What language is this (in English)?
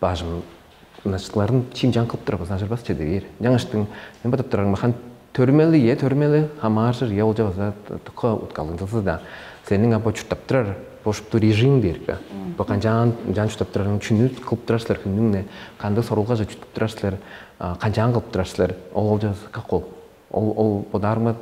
Tuvinian